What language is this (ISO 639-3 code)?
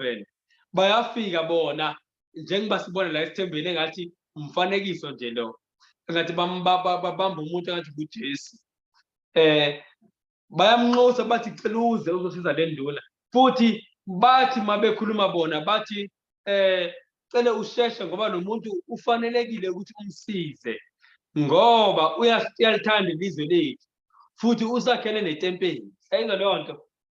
zul